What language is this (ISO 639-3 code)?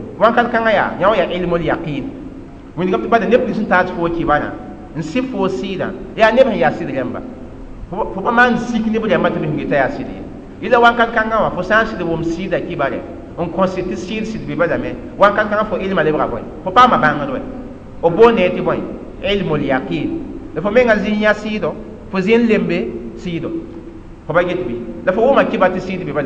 mos